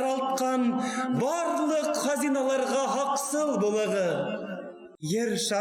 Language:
Bashkir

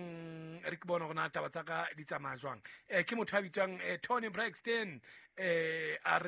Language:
Southern Sotho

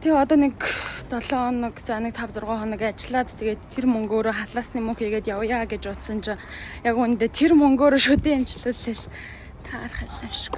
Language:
Mongolian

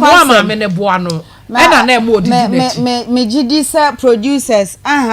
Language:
Akan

